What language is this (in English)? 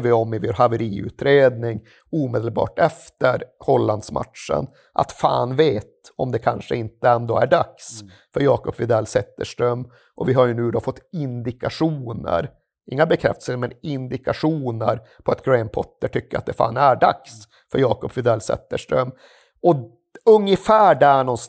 Swedish